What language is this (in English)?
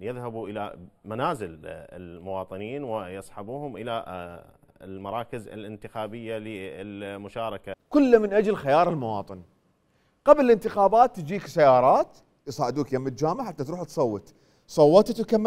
Mesopotamian Arabic